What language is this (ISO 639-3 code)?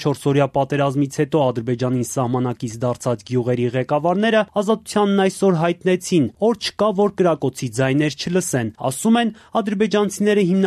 hye